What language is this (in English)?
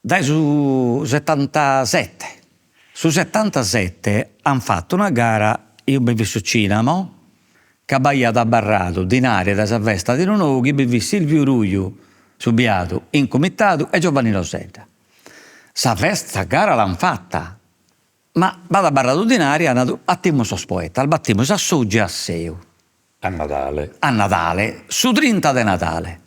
Sardinian